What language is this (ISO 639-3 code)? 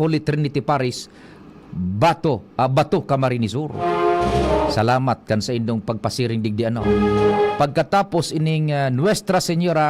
bik